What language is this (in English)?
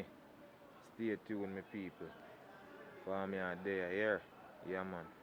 Jamaican Creole English